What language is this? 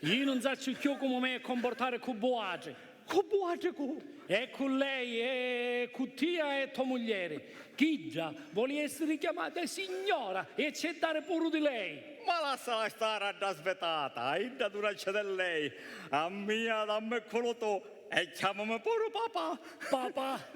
Sicilian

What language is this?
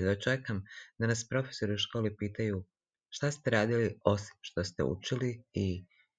Serbian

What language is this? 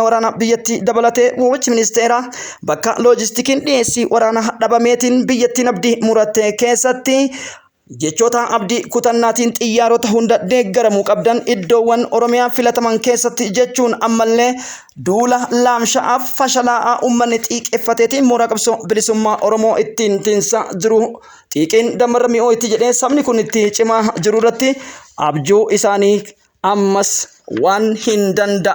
Oromo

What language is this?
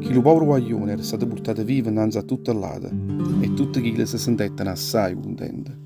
Neapolitan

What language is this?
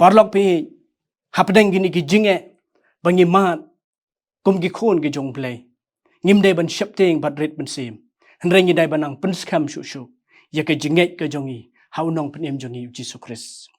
Khasi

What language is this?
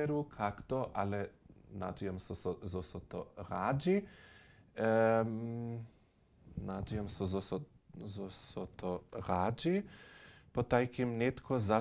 Upper Sorbian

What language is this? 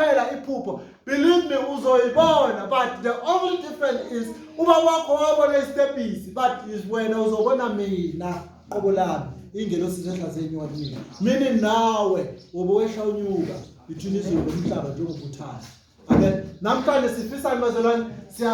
Zulu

